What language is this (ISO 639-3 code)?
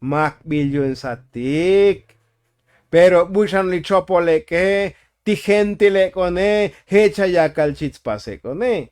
tzo